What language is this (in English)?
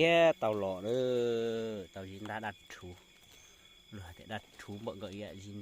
Hmong